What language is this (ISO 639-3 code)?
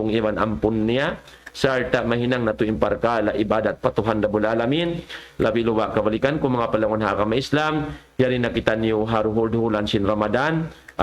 tsg